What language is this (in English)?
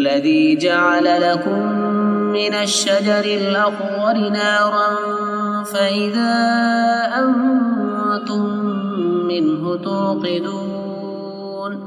Arabic